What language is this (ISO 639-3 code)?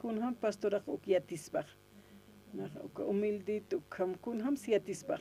aym